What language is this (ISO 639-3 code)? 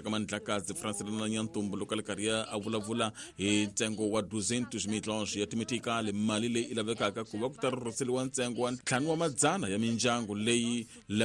tso